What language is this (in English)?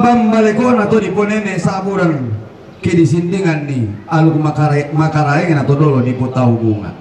Toraja-Sa'dan